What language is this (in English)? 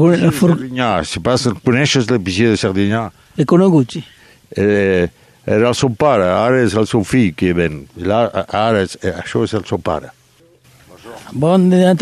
Catalan